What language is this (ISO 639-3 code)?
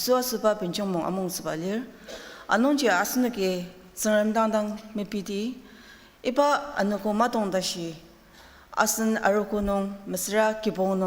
njo